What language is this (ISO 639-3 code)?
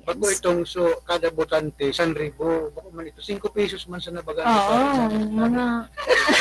bik